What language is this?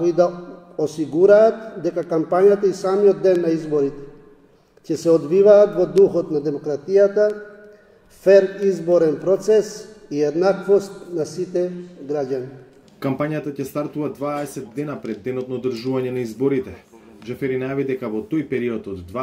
Macedonian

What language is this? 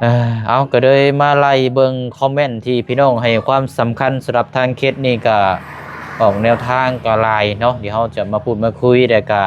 Lao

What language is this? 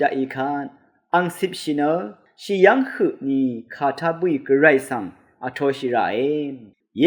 Rawang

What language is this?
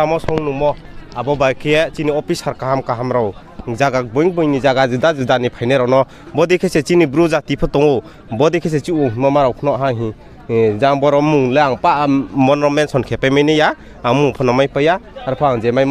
Riang (India)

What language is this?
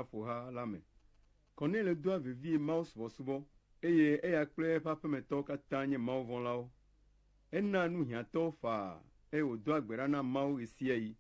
Ewe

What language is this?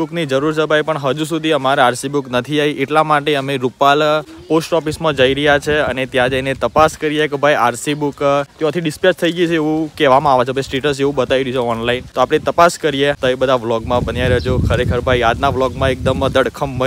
Gujarati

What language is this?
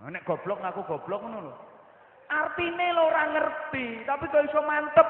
Javanese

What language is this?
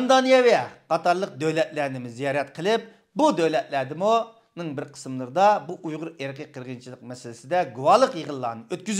Uyghur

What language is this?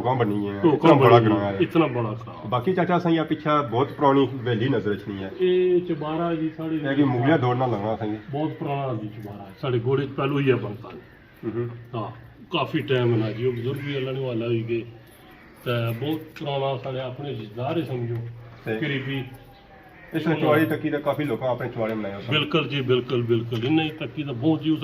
Pahari-Potwari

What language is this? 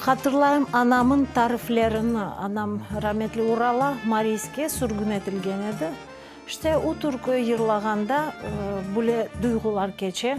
Crimean Tatar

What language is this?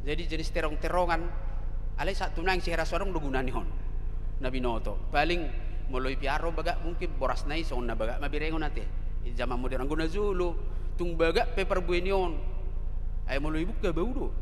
Batak Toba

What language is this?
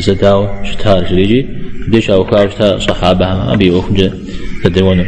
Kabardian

